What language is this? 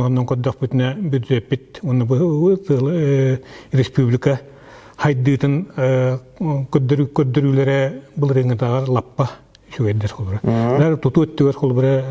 Yakut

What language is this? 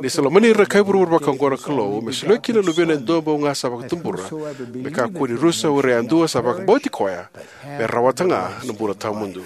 Fijian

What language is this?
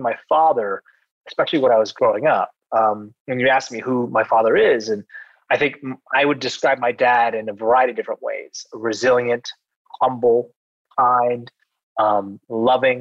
English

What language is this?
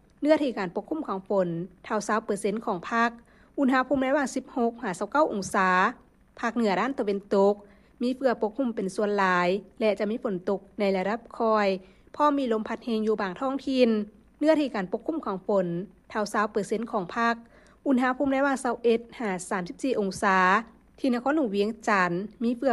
Lao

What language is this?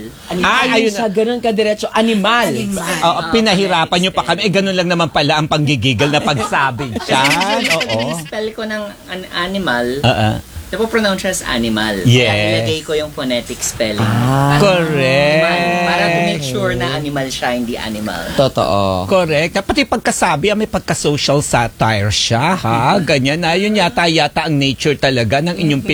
Filipino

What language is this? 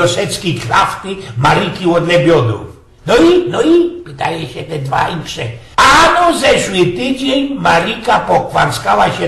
Silesian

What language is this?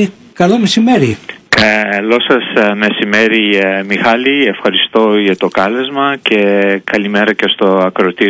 Greek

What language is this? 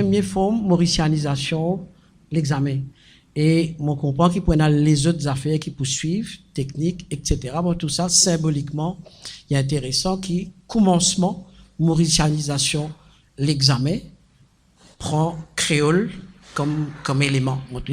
Morisyen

